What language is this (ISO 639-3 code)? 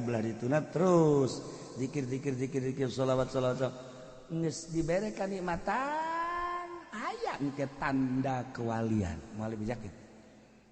sun